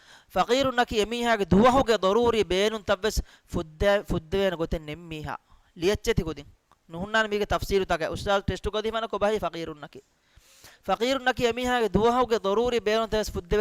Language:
Divehi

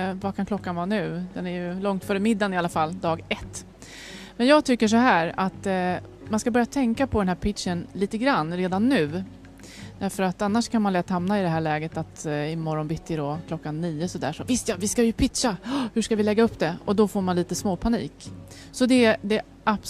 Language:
Swedish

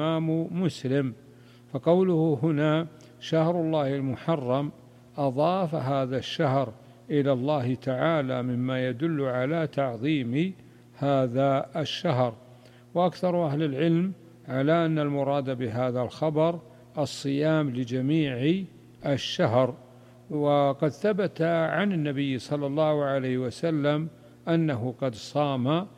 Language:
Arabic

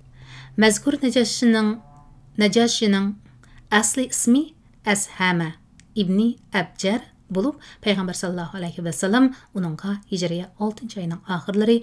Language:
Uyghur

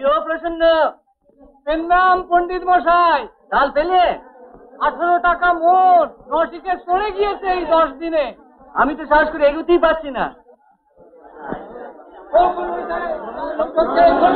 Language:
Bangla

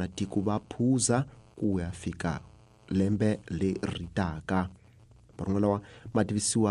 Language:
Tsonga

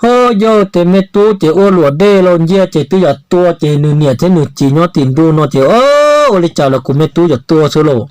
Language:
Hmong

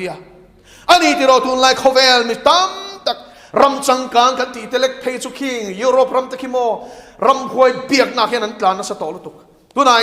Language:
Mizo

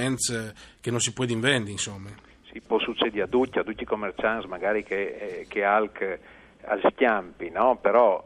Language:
Friulian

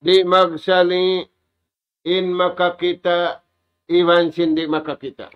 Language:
Tausug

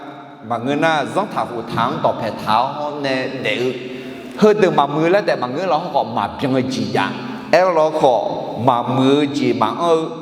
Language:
Akha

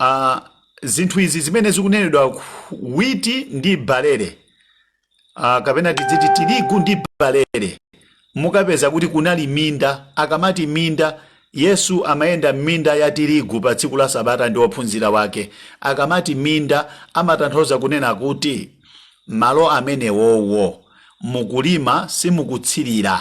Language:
Nyanja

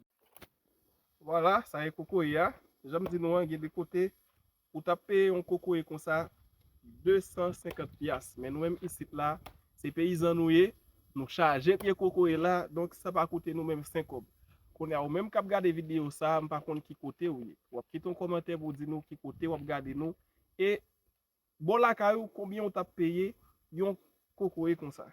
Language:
Haitian Creole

